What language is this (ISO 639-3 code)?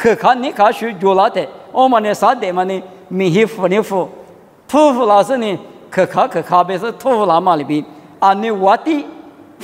lis